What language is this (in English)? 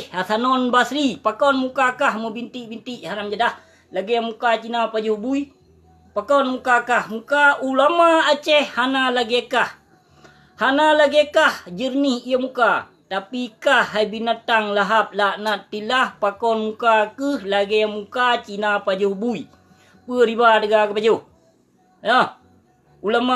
Achinese